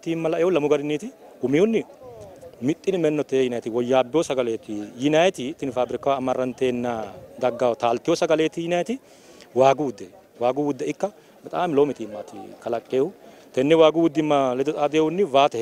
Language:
Sidamo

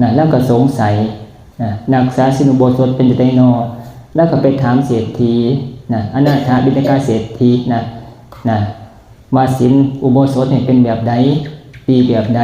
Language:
Northeastern Thai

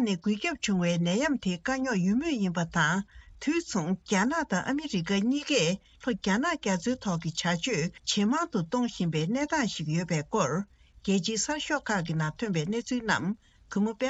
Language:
Tibetan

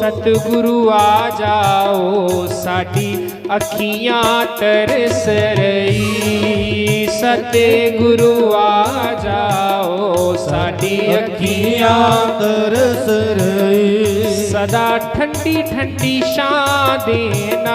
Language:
Dogri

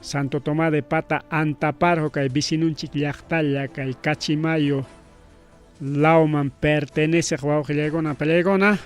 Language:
Ayacucho Quechua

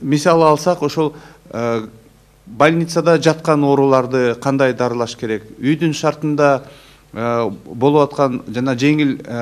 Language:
Kyrgyz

